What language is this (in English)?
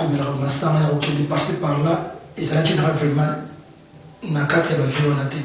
Lingala